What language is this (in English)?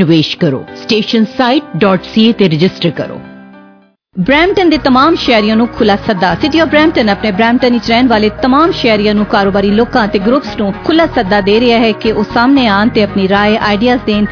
Punjabi